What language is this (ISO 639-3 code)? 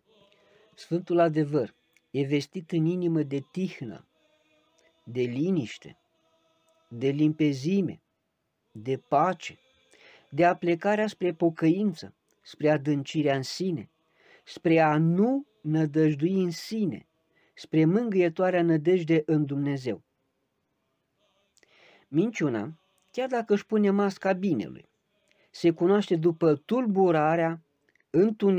ron